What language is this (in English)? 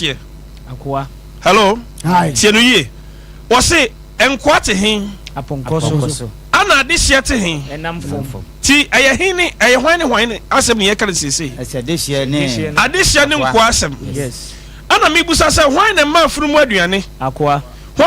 Akan